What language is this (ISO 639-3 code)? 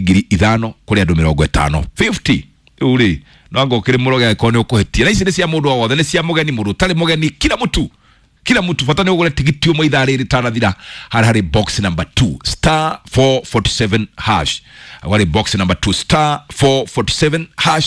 kik